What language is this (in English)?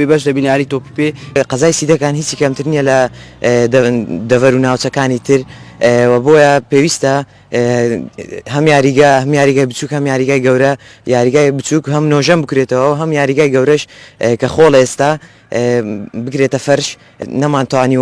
Central Kurdish